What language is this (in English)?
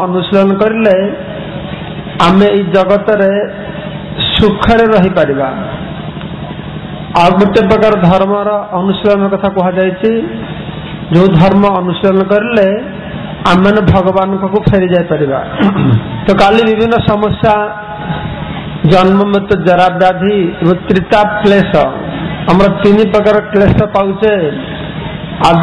Odia